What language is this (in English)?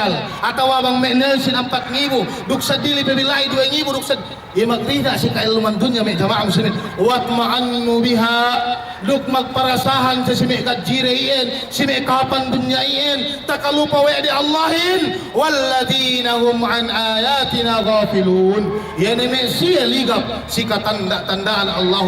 Yakan